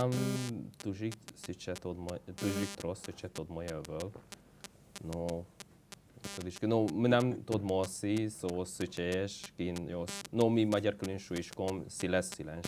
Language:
Udmurt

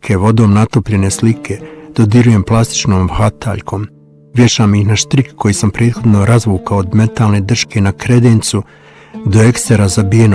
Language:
Bosnian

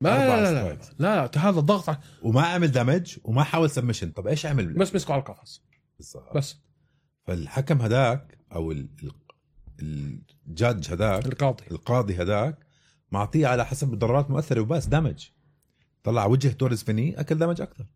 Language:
North Levantine Arabic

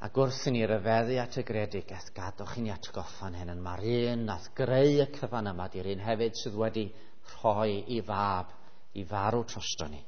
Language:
Welsh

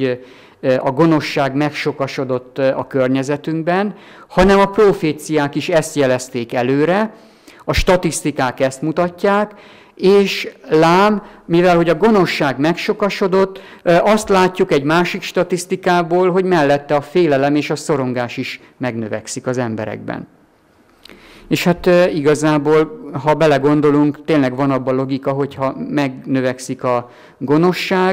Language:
Hungarian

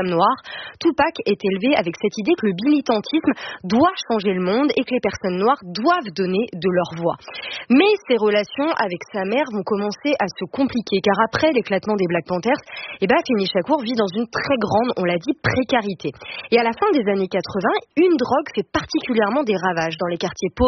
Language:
French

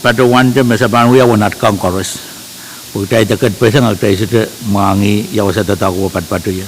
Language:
Pohnpeian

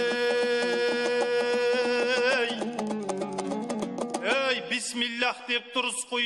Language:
Kazakh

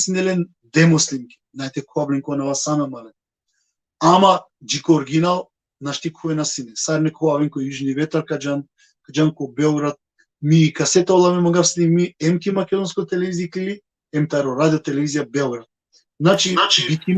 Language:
Balkan Romani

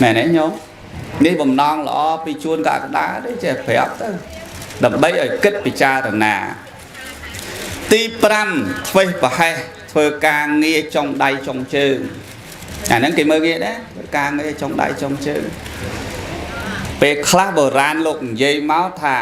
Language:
Khmer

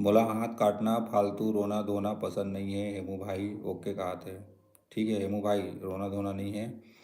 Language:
Chhattisgarhi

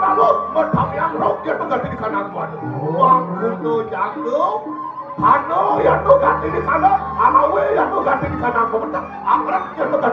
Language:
Balinese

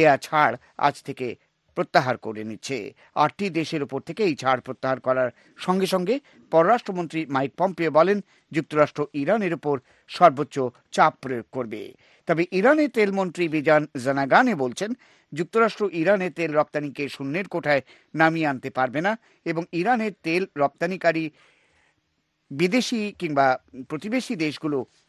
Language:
Bangla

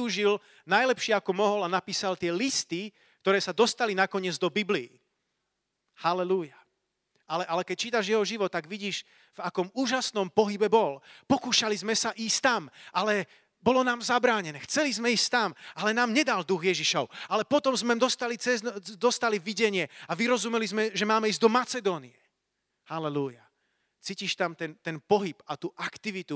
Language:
Slovak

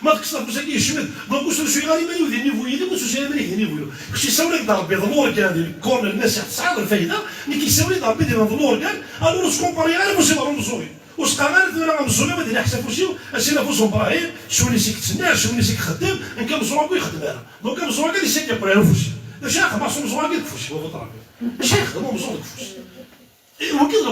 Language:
Kabyle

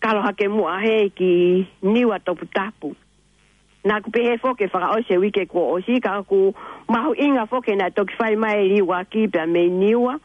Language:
Tongan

